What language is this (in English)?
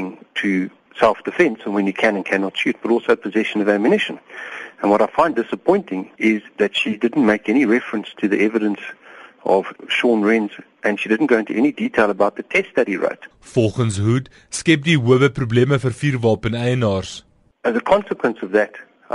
English